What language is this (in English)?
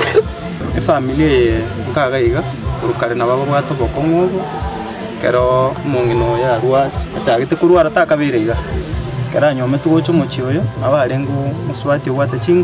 Gusii